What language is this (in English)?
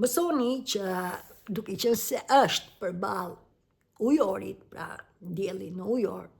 Albanian